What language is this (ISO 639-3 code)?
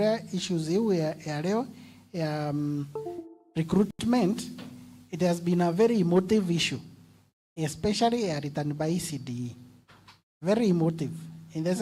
mer